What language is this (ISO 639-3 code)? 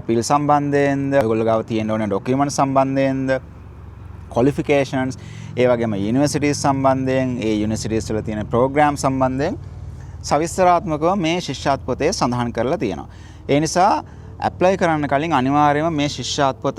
sin